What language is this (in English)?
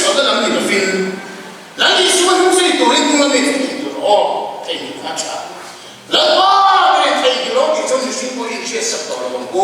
Mizo